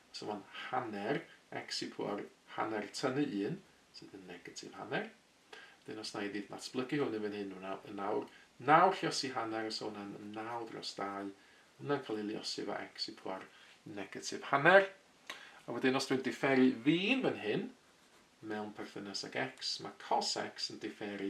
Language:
Welsh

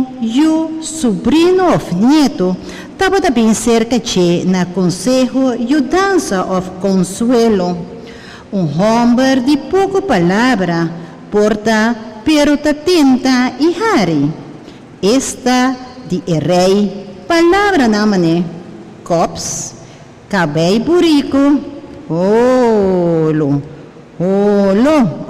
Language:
Papiamento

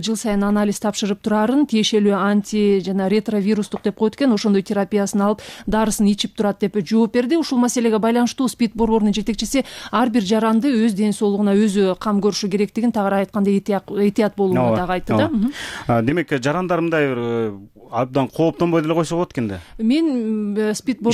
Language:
Kyrgyz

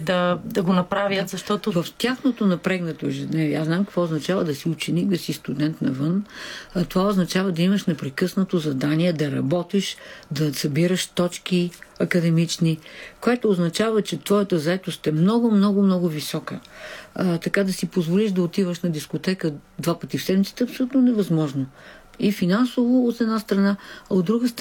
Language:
Bulgarian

